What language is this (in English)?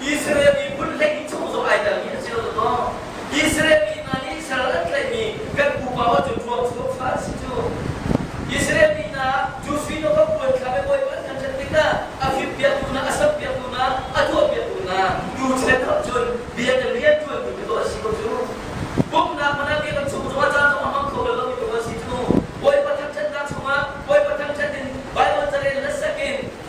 Hakha Chin